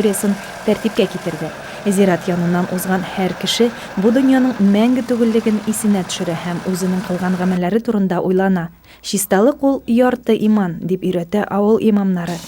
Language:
Tatar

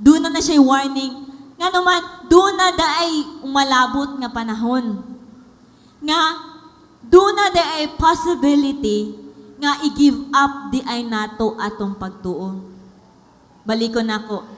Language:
Cebuano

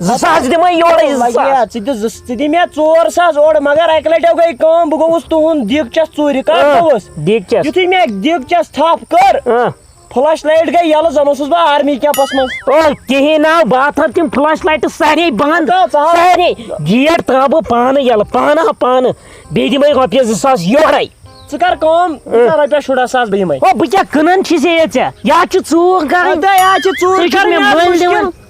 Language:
Kashmiri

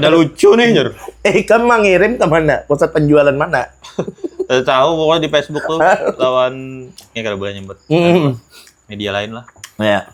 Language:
Banjar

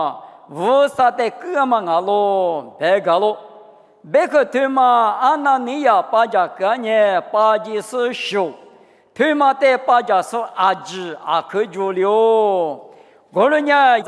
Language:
Lisu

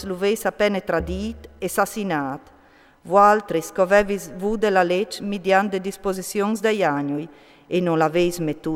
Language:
Friulian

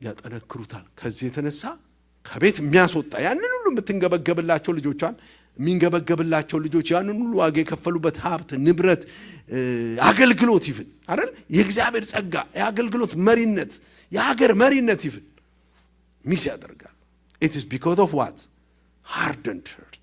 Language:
Amharic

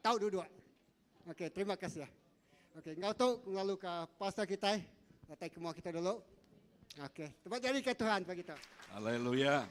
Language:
Iban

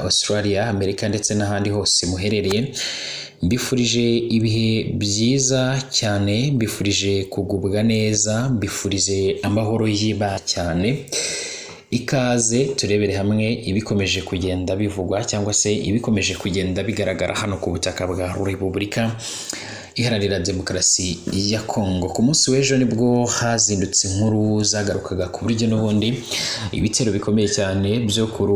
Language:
Kinyarwanda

